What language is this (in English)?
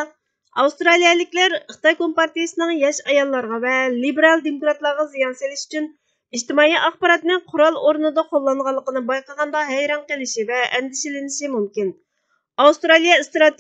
Uyghur